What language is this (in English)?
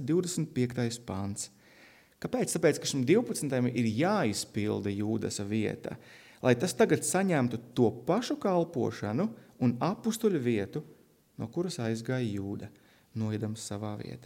Latvian